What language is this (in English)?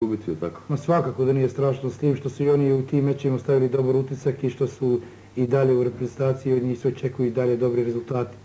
Bosnian